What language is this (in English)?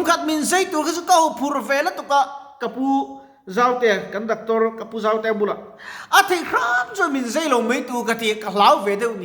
Mizo